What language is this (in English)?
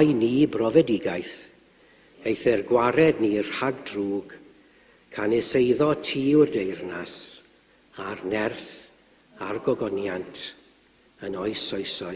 Welsh